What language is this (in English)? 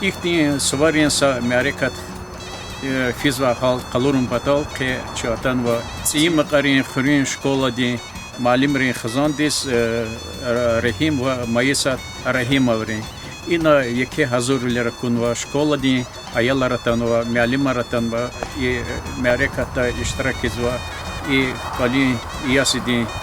Lezghian